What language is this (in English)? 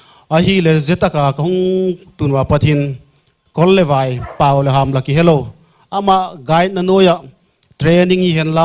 Paite Chin